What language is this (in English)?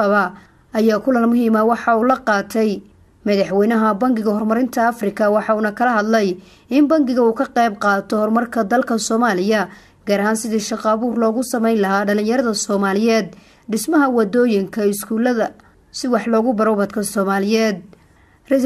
Somali